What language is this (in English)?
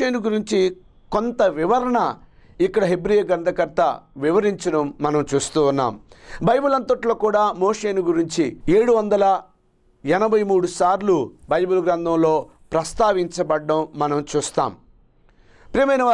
Telugu